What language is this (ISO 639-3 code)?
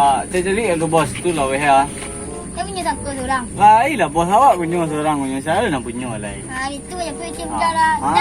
min